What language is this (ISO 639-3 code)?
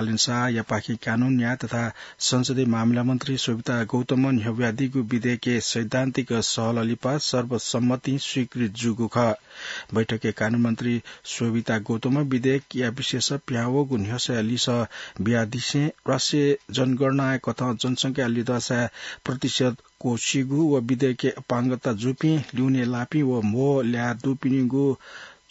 new